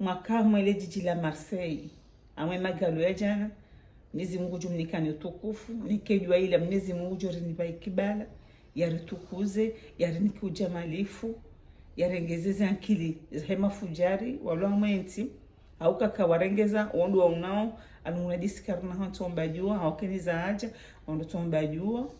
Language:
Ngazidja Comorian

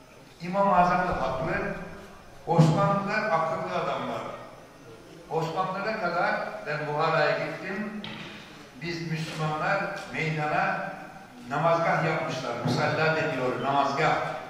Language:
Turkish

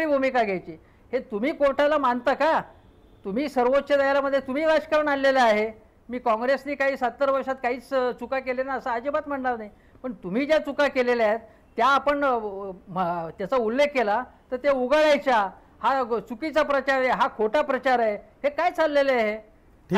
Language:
Marathi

